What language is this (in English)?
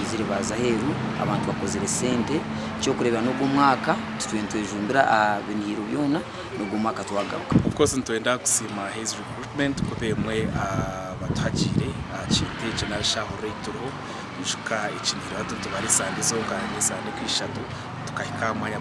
Nyankole